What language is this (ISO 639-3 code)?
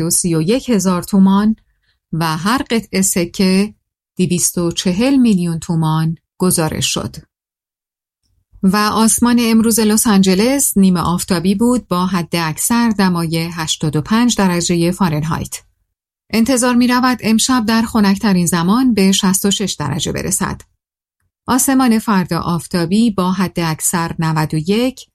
fas